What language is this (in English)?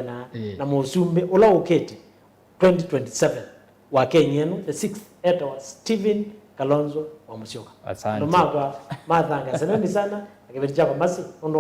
Kamba